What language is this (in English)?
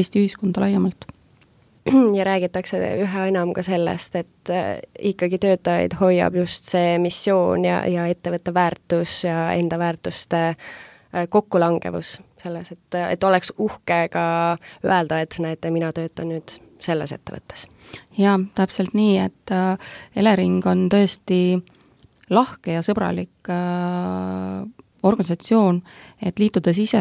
Estonian